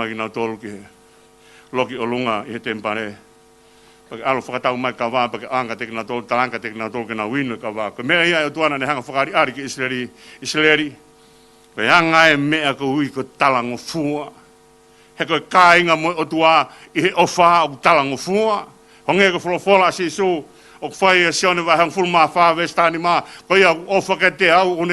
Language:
Tongan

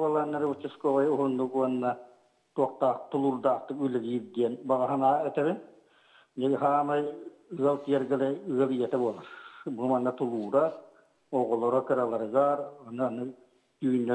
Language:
Yakut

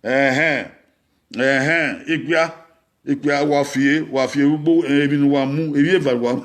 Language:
Bini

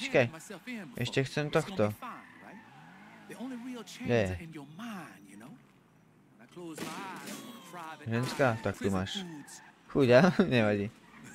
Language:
Slovak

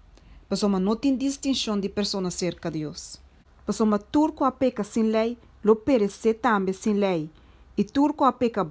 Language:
Papiamento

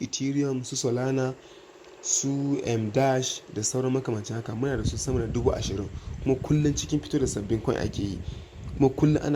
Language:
Hausa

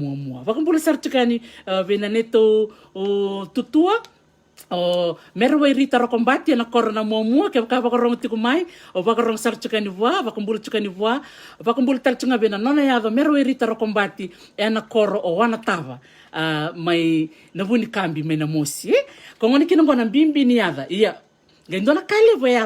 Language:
Fijian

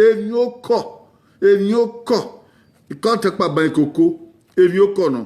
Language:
Bini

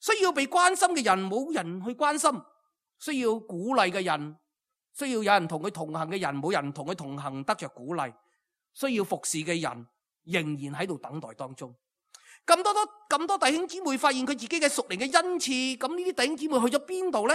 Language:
Cantonese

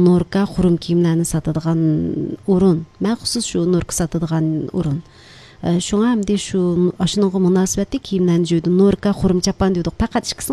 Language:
Uyghur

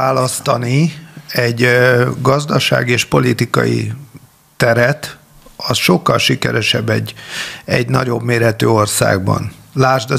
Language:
Hungarian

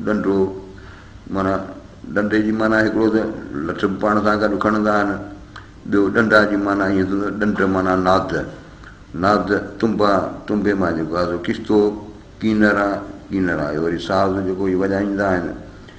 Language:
Sindhi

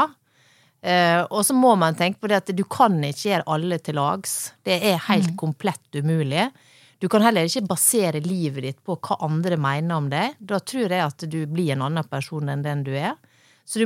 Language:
Norwegian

